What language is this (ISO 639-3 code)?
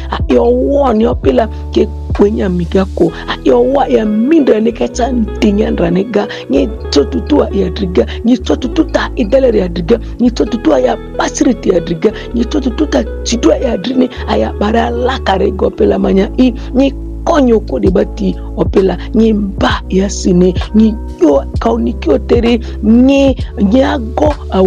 mhi